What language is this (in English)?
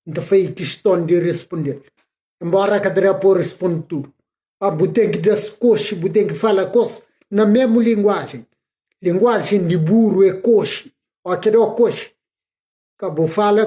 Kabuverdianu